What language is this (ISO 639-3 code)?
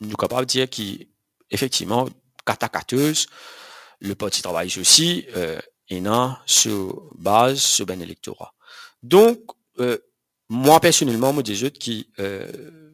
mfe